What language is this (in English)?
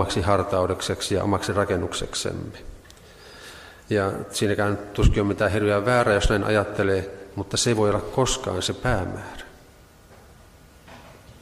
Finnish